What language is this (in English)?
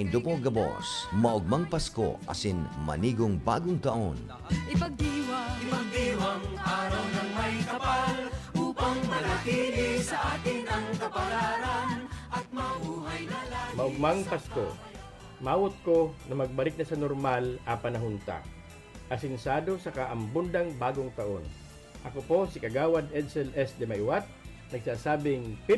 Bikol